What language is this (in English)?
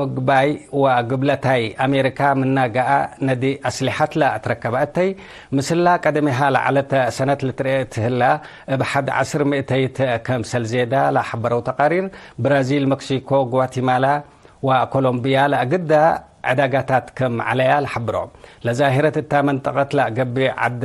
Tigre